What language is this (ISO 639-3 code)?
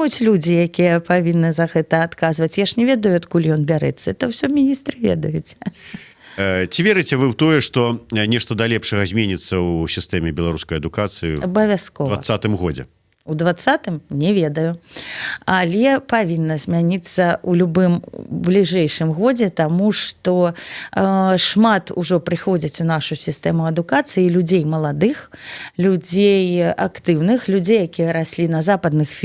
bel